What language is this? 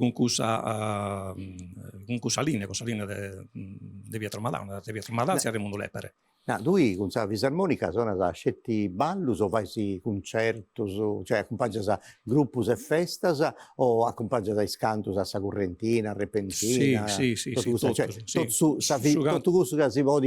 Sardinian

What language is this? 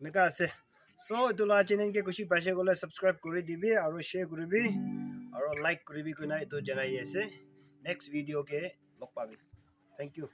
Naga Pidgin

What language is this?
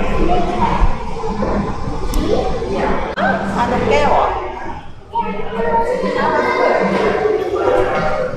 Thai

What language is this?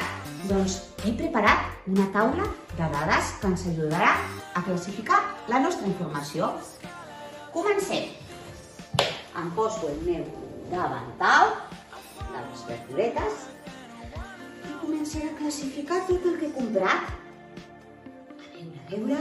Catalan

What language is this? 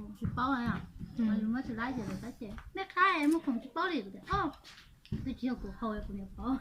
Hmong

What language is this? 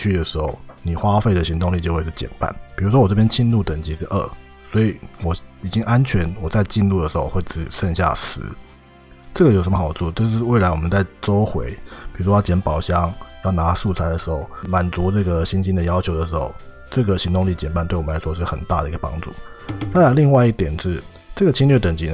Chinese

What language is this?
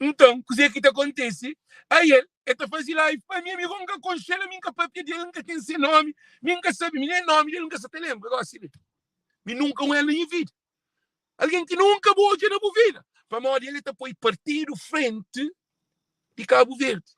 Kabuverdianu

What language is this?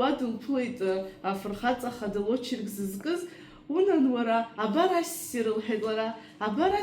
Abkhazian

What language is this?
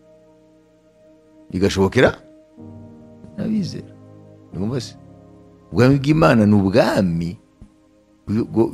Kinyarwanda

